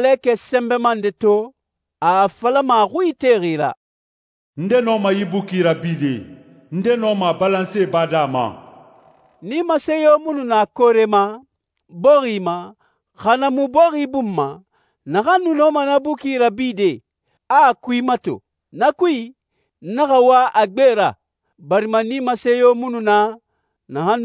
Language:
Susu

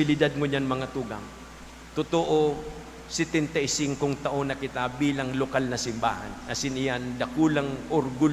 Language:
Bikol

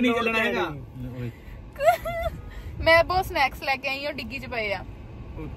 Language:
Punjabi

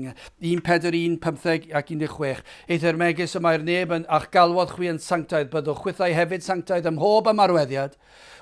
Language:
Welsh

